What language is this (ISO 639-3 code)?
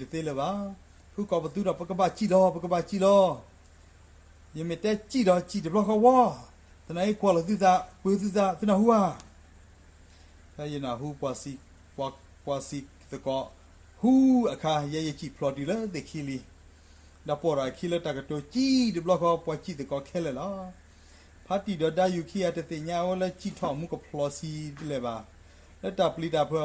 ksw